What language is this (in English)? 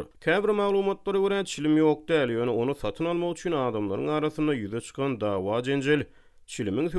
Turkmen